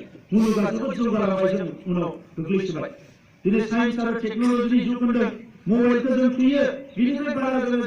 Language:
Bodo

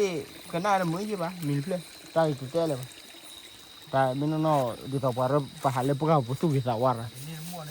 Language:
S'gaw Karen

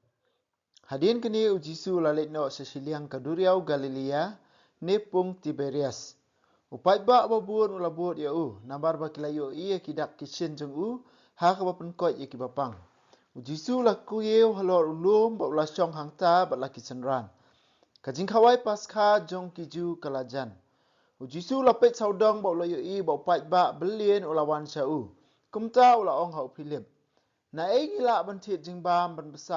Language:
Khasi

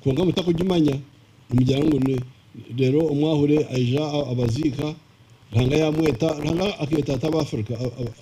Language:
Nyankole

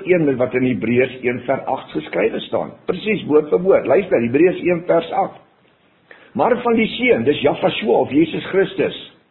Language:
Afrikaans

